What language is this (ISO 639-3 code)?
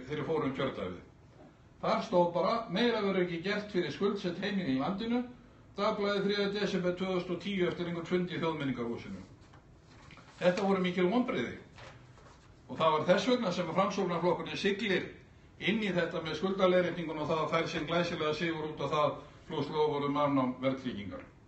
isl